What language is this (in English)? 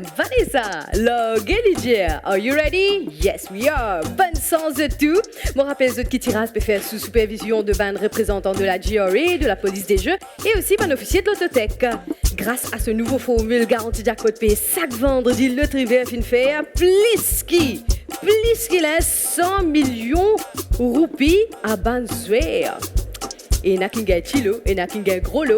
Morisyen